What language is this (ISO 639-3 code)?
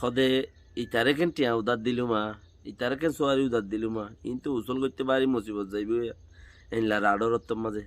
rhg